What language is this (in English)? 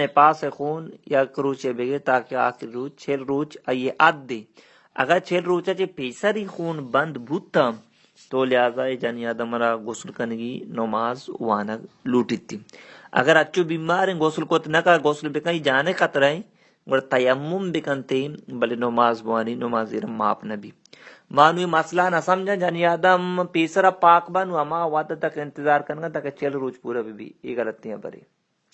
Baluchi